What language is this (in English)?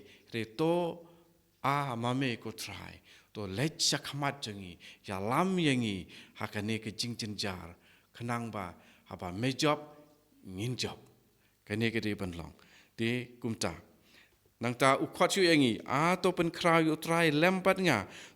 Khasi